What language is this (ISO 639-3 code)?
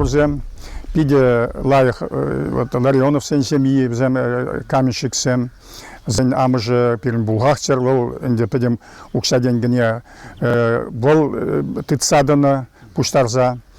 chv